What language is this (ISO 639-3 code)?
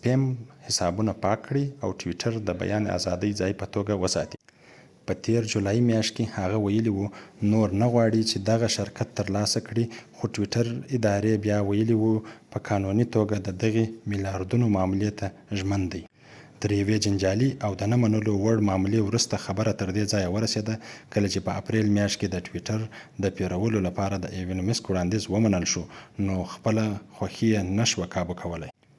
pus